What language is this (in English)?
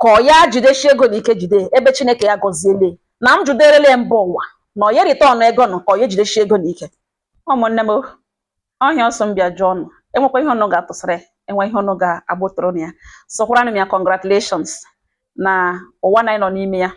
Igbo